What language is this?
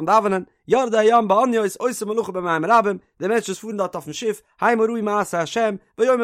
Yiddish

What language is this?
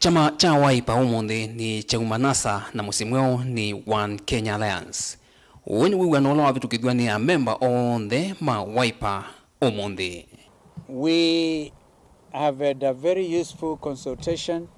Kamba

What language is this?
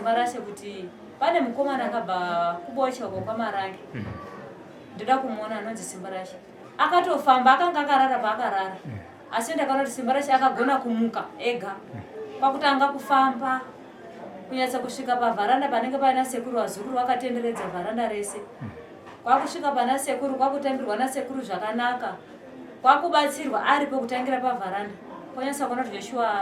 Shona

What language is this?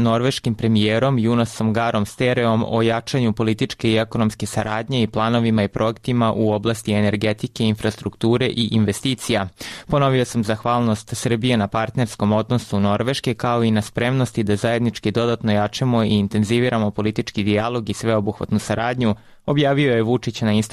Serbian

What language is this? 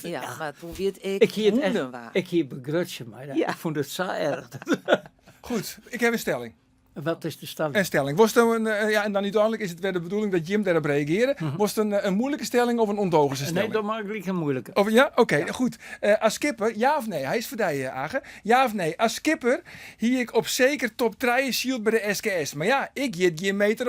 Western Frisian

